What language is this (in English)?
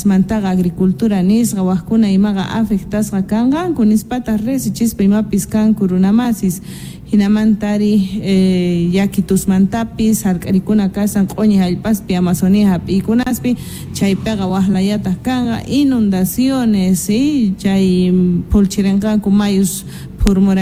South Bolivian Quechua